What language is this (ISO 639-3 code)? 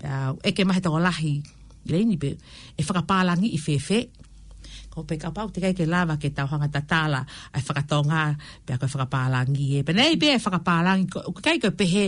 ton